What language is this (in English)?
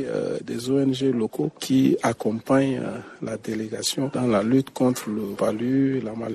French